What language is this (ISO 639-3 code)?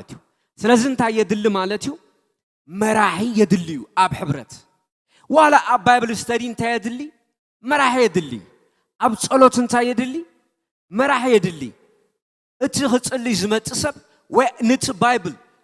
tir